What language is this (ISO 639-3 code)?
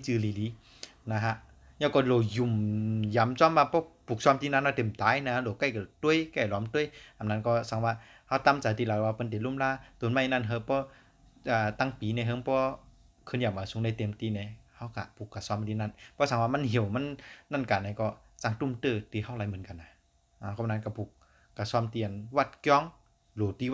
shn